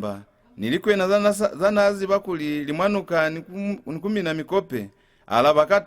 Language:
Lozi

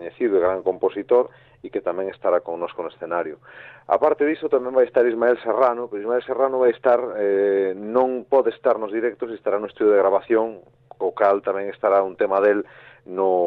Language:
Galician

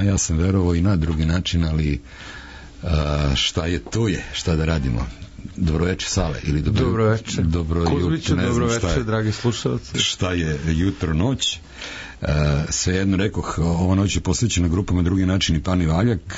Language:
Serbian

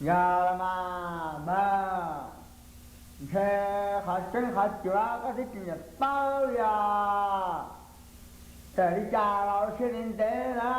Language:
Hmong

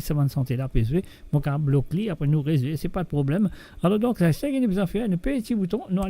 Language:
Morisyen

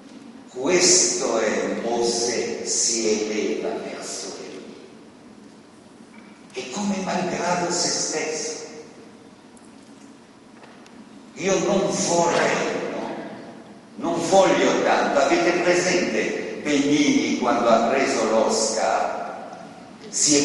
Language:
Italian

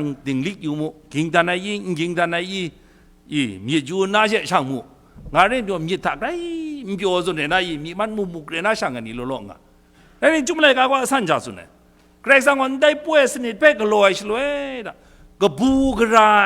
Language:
Kachin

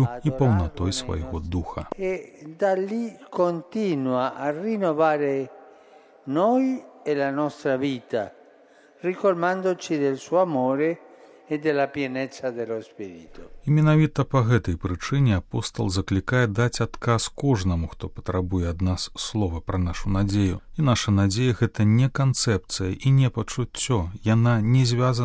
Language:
Belarusian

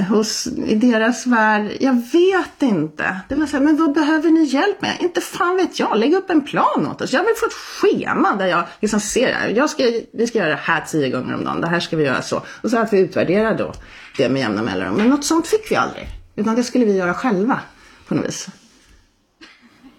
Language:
Swedish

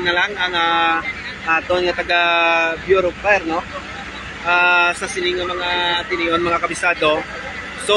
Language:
Hiligaynon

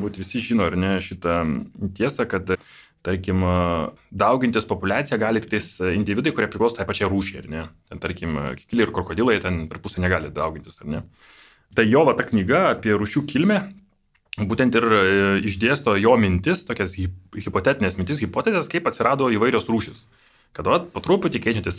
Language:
Lithuanian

